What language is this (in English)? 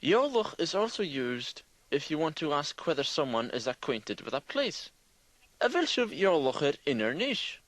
Scottish Gaelic